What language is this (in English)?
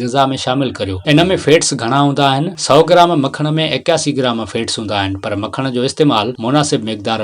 Sindhi